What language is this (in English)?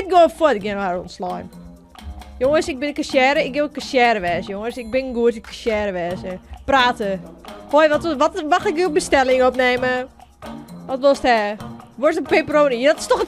Western Frisian